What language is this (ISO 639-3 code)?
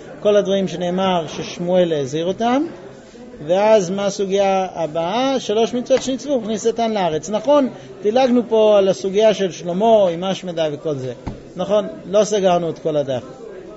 heb